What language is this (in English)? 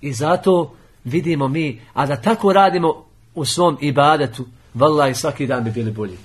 Bosnian